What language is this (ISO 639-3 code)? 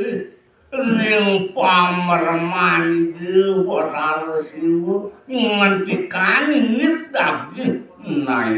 ban